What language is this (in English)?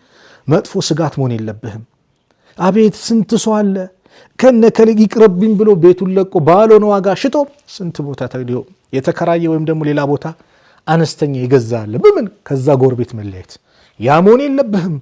Amharic